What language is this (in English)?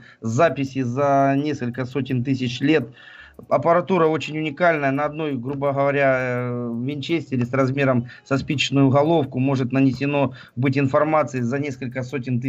Russian